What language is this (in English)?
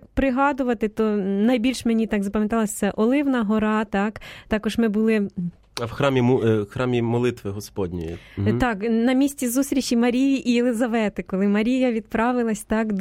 Ukrainian